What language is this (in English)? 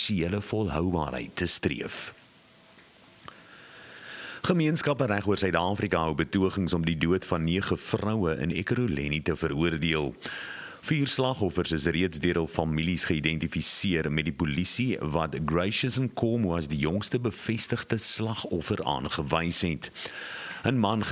Afrikaans